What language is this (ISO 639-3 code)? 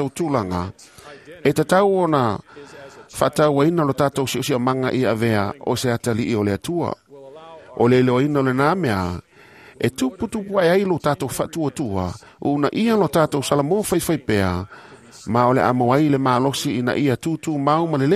smo